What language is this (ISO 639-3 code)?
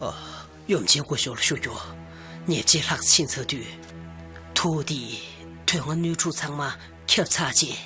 bod